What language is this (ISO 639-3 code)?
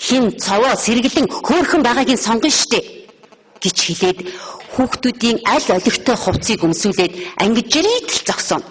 mon